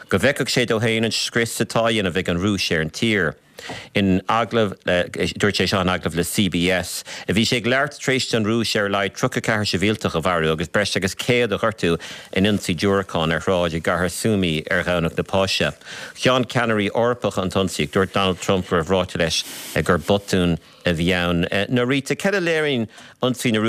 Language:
Irish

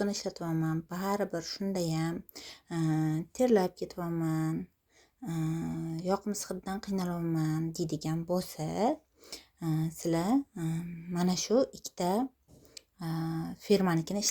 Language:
Uzbek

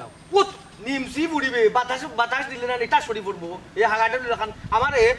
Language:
Sylheti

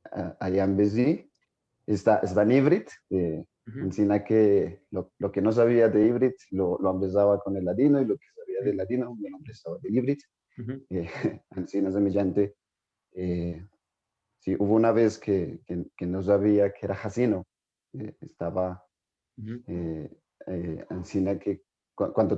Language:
Ladino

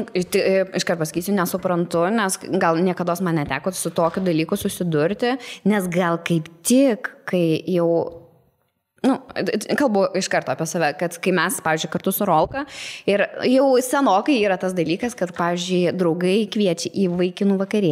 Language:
Lithuanian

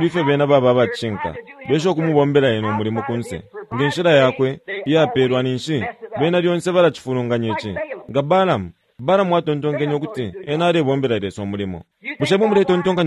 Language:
Bemba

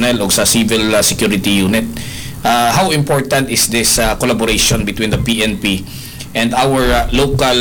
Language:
Cebuano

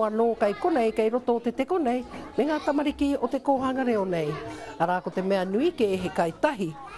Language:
Māori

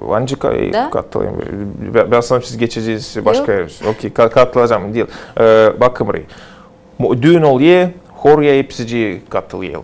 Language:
Gagauz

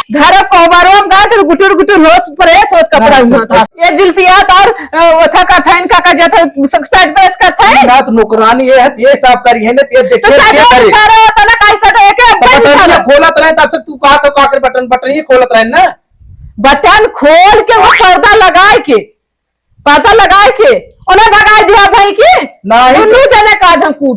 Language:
Awadhi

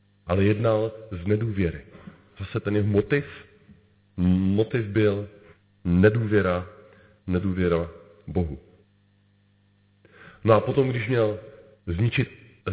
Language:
Czech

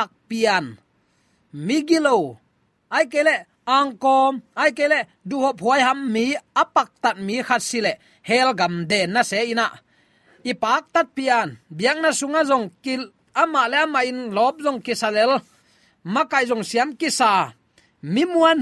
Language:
Tedim Chin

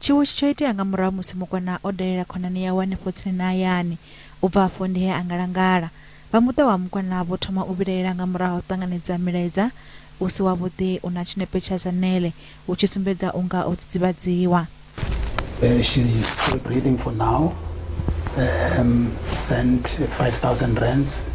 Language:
Venda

